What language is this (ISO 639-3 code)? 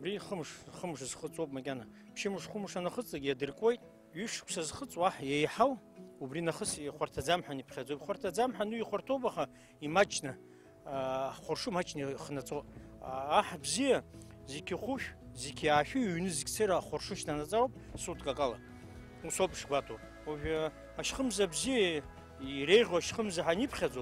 abk